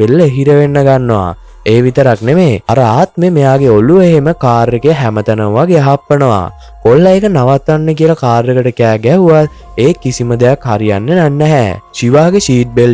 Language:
Sinhala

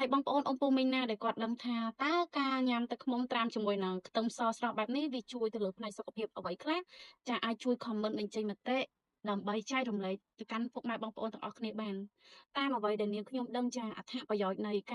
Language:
Khmer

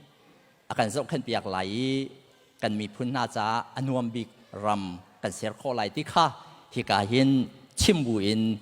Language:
Hakha Chin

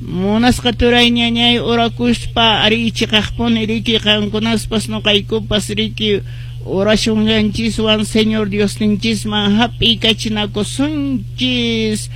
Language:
Quechua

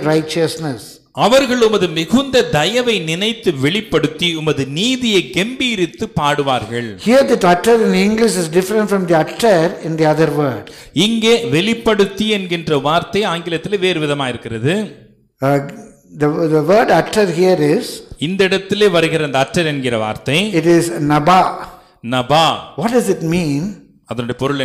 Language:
Tamil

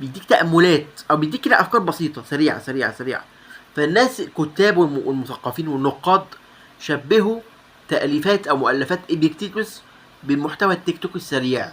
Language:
Egyptian Arabic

